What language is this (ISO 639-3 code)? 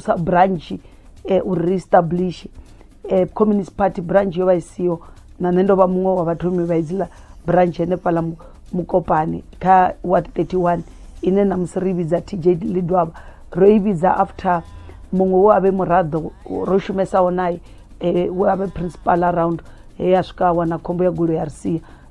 ven